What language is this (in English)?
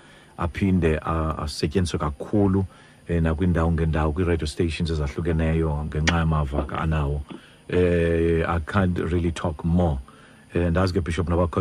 Xhosa